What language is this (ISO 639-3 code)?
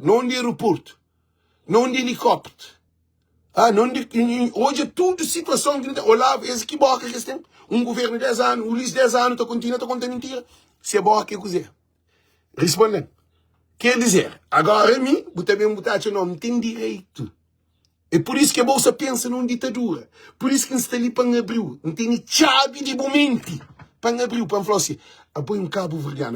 kea